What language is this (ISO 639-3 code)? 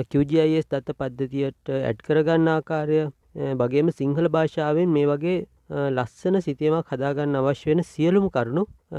sin